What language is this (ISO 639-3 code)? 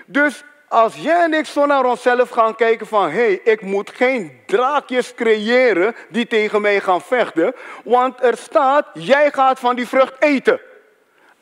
nld